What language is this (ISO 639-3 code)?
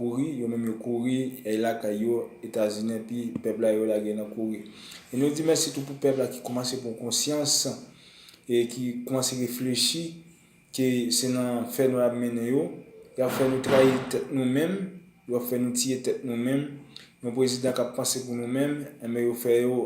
hat